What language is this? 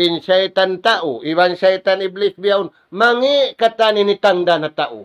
Tausug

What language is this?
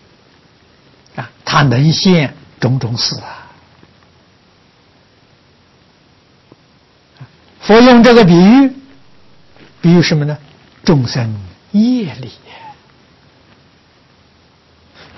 Chinese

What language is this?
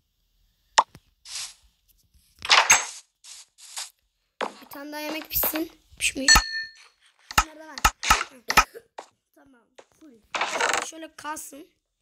Turkish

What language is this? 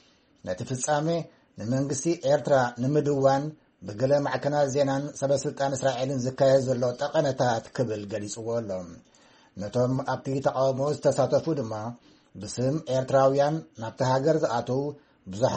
Tigrinya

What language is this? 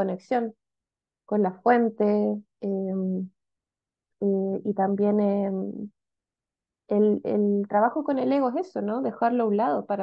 Spanish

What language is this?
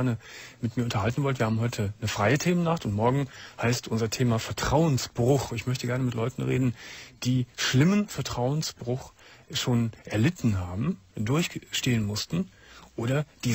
German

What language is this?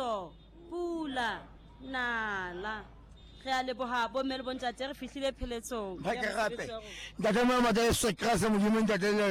Southern Sotho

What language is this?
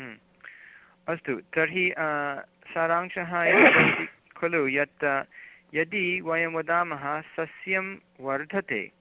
Sanskrit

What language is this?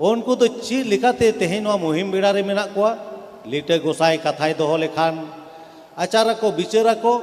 Santali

